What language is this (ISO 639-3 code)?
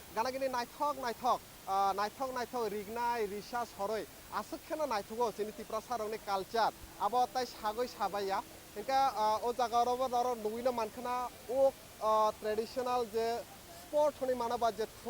trp